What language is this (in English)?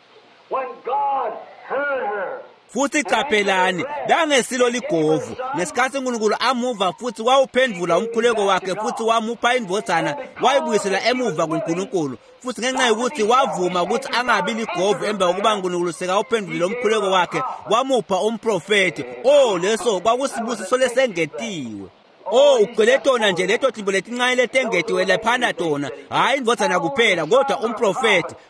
Swati